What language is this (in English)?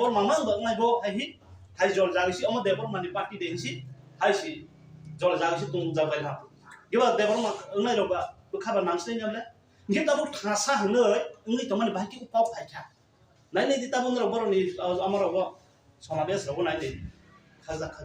Kok Borok